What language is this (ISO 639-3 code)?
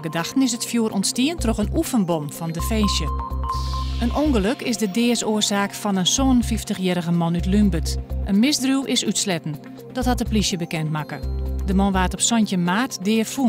fry